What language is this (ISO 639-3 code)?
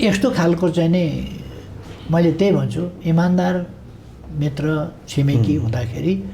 nep